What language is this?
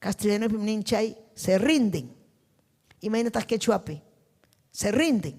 Ayacucho Quechua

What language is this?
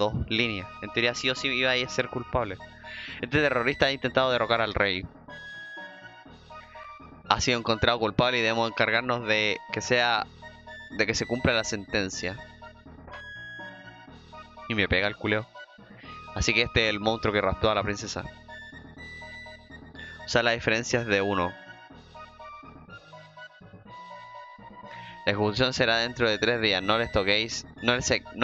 Spanish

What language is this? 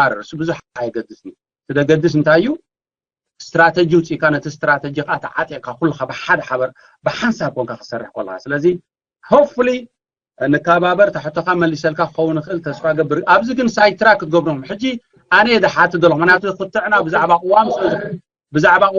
Tigrinya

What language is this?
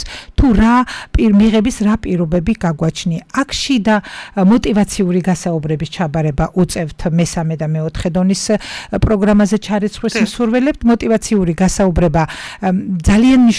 Georgian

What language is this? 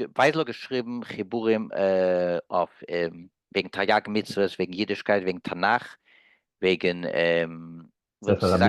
Yiddish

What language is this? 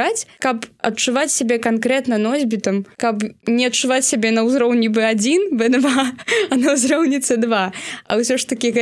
Belarusian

